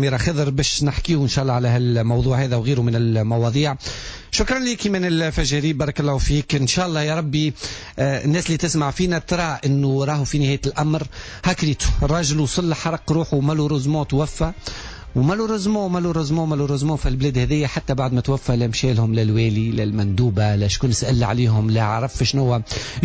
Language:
Tunisian Arabic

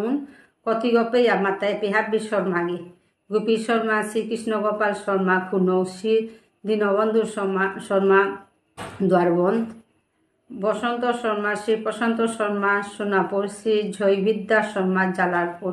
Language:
Bishnupriya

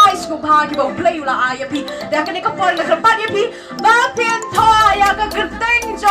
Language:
Khasi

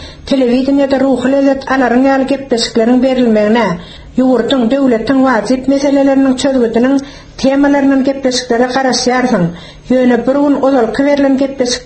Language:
Turkmen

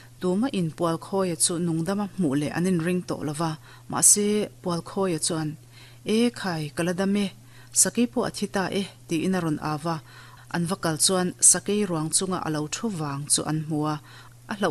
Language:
Mizo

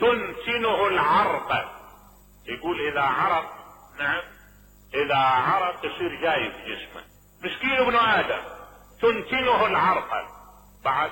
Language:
Mesopotamian Arabic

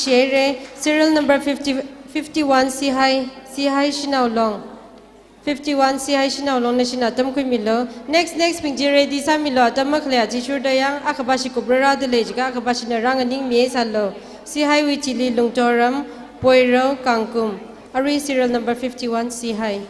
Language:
Tangkhul Naga (India)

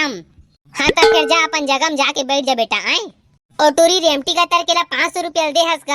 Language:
Chhattisgarhi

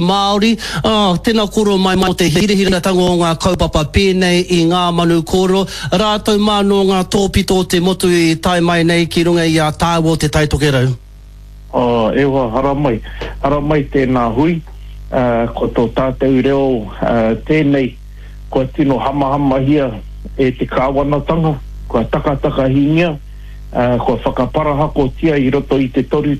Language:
Māori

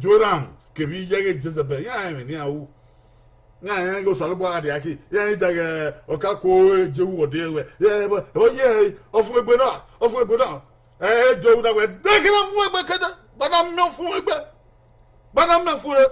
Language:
Bini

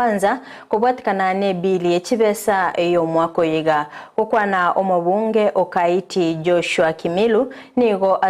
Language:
Gusii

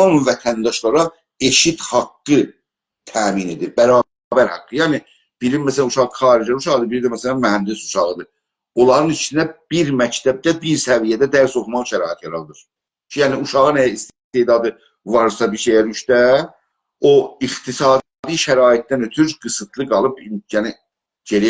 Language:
South Azerbaijani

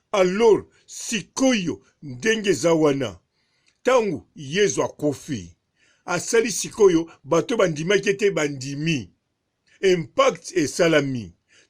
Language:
Lingala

